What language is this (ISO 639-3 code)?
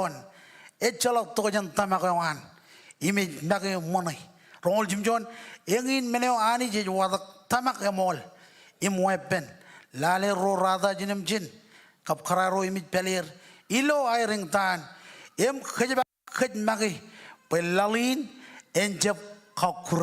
mah